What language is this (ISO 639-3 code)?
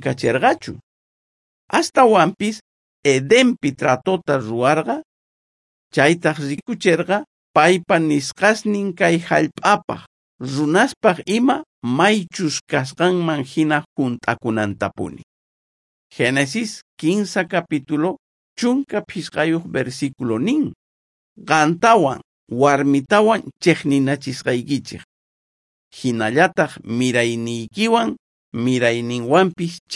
quh